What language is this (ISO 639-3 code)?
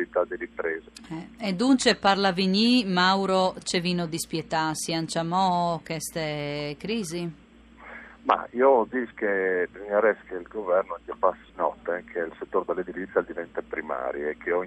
fur